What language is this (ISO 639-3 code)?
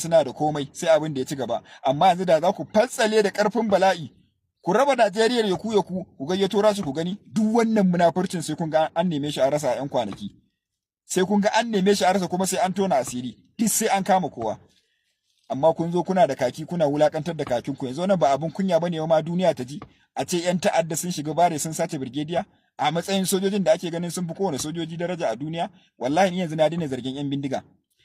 hau